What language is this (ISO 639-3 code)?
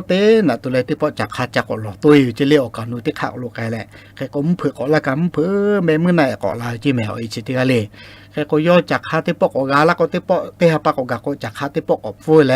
lhu